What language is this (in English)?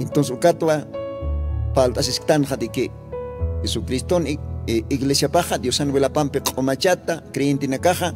Aymara